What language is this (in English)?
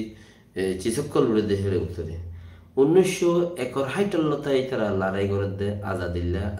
Rohingya